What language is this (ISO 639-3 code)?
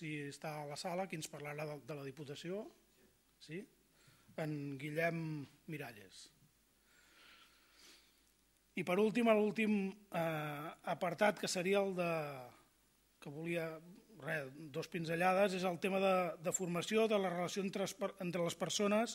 cat